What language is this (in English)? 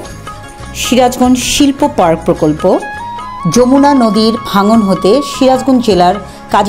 Bangla